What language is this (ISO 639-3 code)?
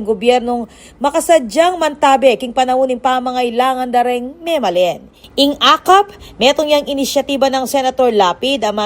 pam